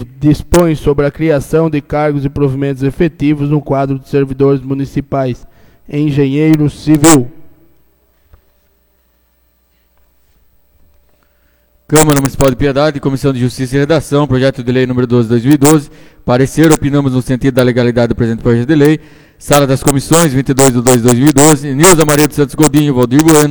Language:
Portuguese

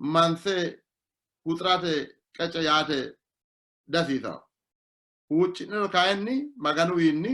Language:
Sidamo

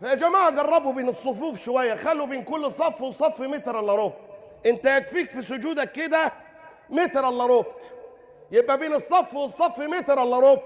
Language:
Egyptian Arabic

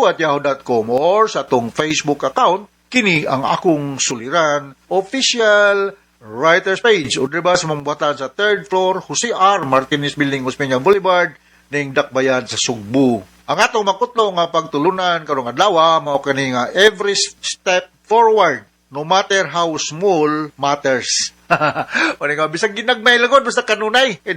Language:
Cebuano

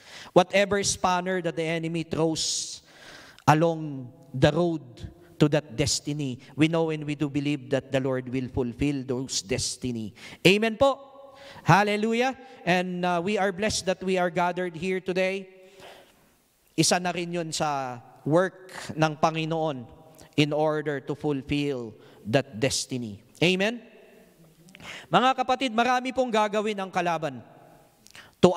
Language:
Filipino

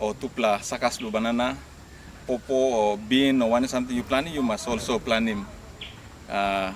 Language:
Tok Pisin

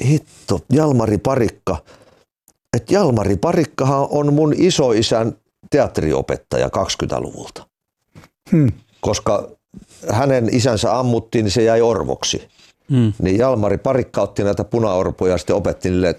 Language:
Finnish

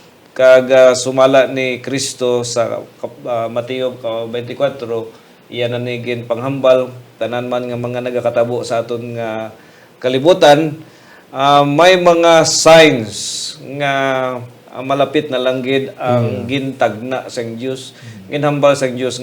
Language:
Hiligaynon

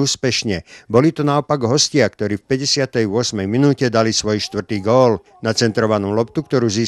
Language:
Slovak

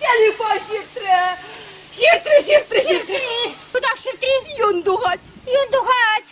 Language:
Chuvash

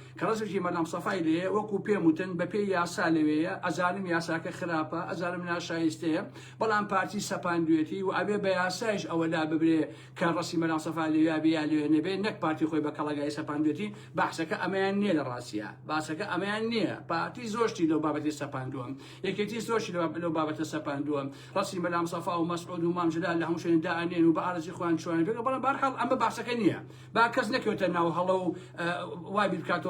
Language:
Central Kurdish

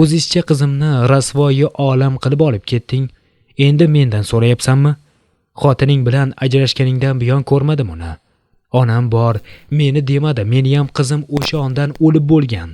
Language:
Uzbek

